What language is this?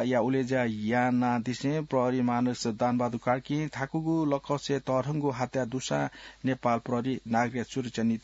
Newari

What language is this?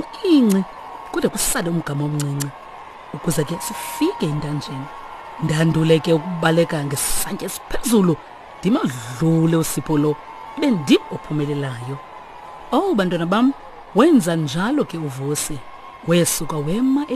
Xhosa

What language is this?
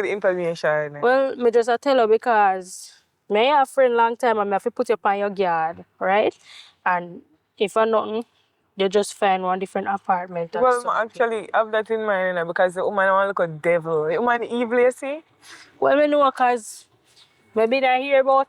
Jamaican Creole English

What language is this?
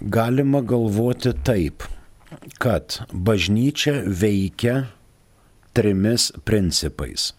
Lithuanian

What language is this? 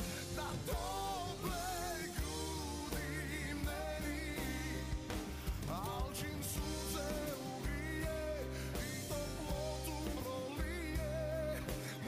Serbian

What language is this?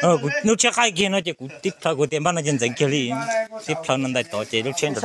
Hmong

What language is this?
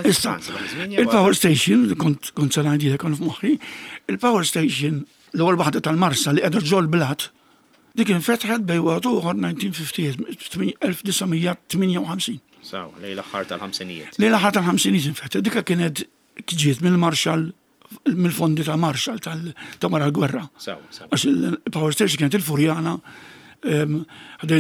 Maltese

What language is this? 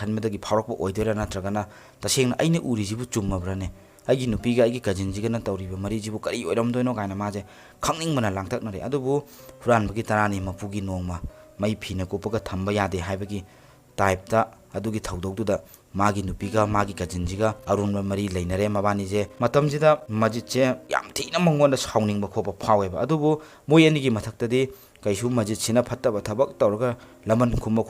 Manipuri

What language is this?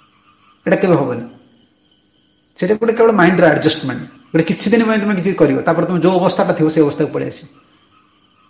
Odia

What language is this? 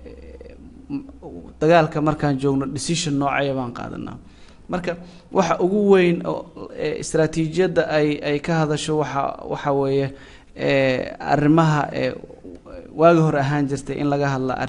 Somali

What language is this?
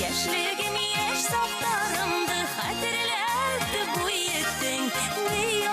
Bashkir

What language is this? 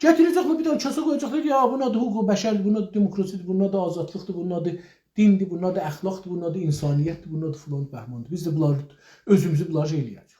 South Azerbaijani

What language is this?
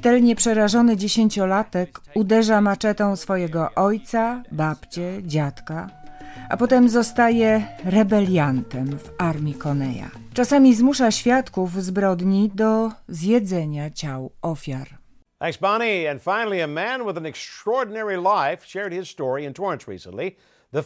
Polish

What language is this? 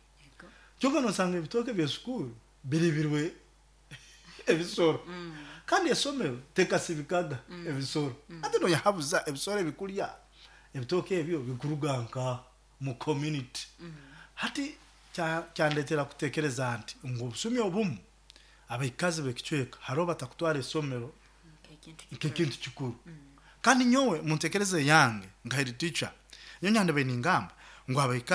Nyoro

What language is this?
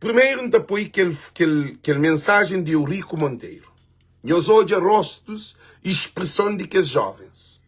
Kabuverdianu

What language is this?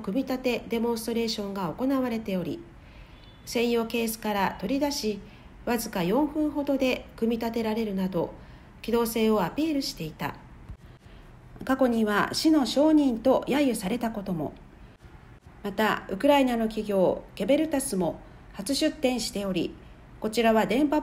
Japanese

